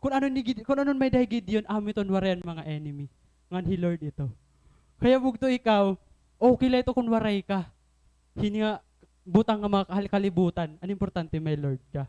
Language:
Waray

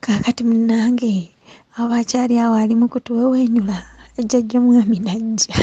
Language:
Ganda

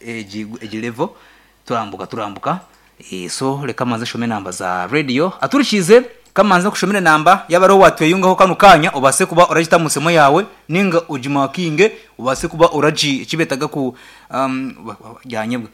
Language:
Nyankole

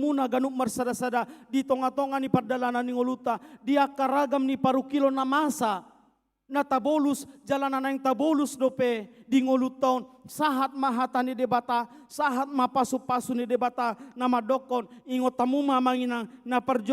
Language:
Batak Toba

